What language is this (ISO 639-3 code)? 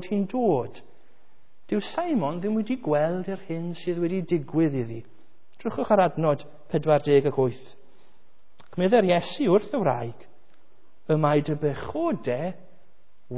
cym